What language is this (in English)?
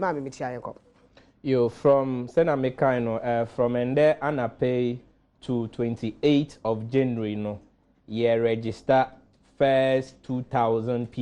Akan